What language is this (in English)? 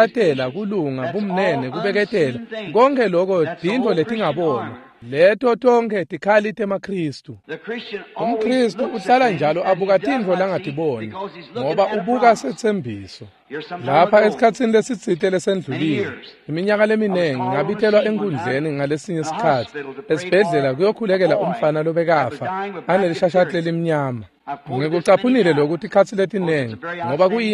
Swati